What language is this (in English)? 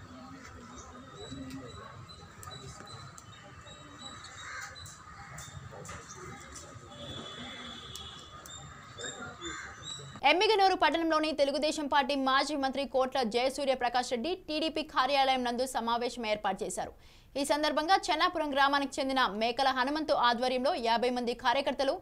Telugu